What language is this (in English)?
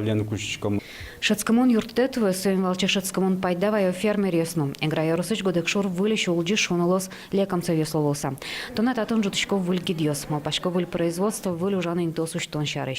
Udmurt